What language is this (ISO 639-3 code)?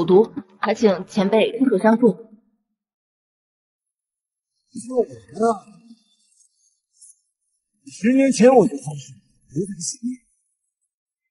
zho